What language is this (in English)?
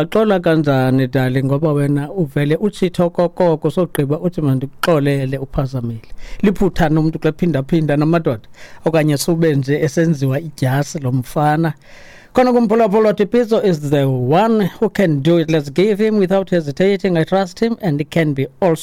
Xhosa